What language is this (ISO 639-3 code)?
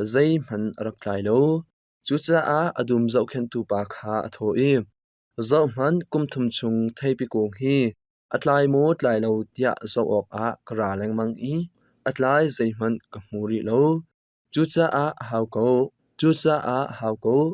cnh